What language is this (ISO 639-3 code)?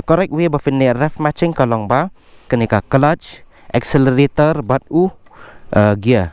kha